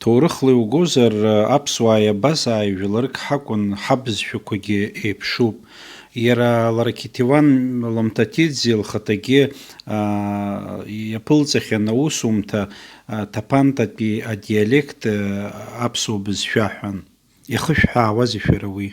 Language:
Abkhazian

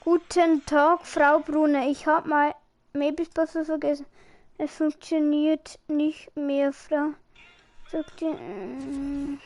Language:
Bavarian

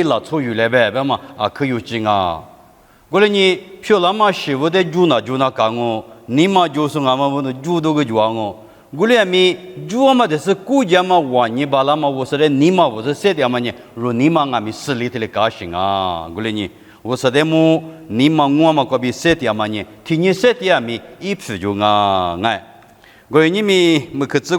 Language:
Lisu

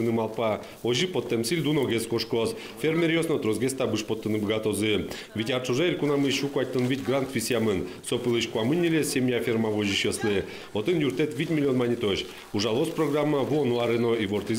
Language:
Udmurt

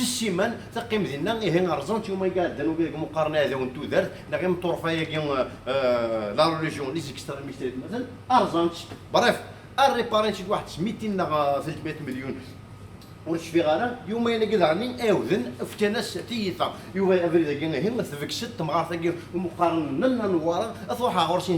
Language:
Kabyle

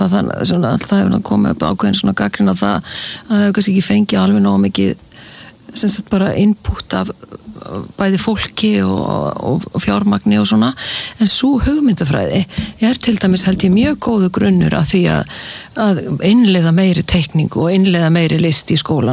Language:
Icelandic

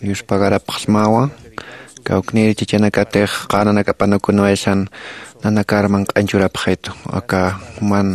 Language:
Aymara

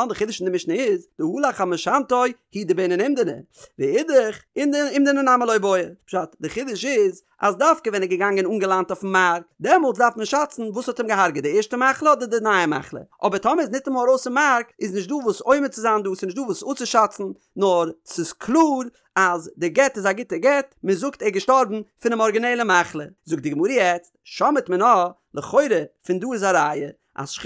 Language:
Yiddish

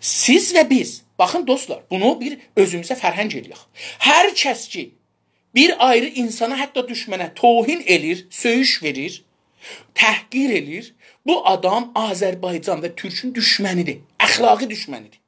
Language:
South Azerbaijani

